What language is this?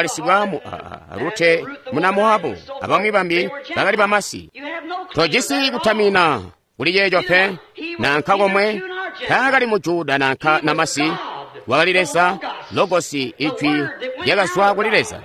Tonga (Zambia)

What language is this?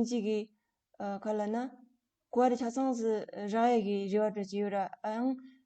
Tibetan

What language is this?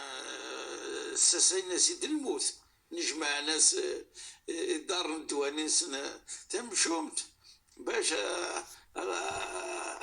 Kabyle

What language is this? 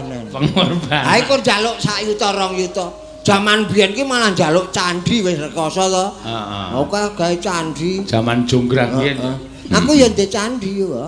Javanese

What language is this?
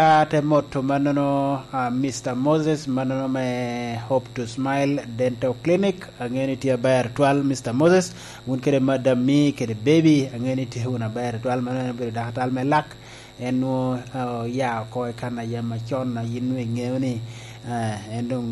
Lango (Uganda)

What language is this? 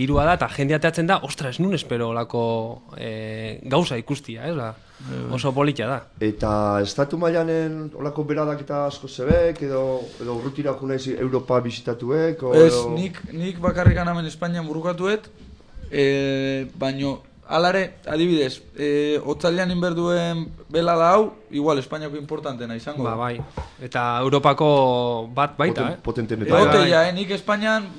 Basque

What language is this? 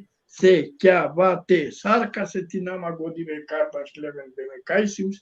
Balkan Romani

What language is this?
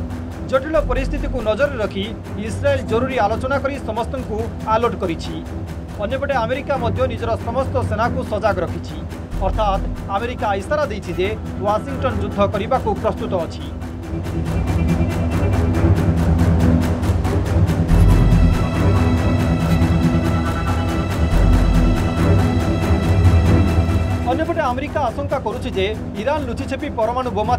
Odia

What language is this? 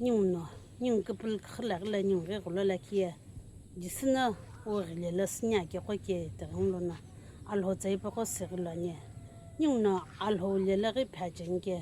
Sumi Naga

